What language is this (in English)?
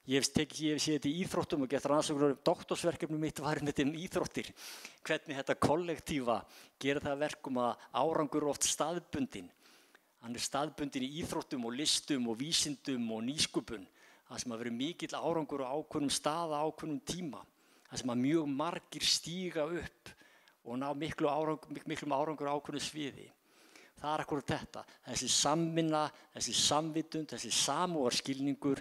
Icelandic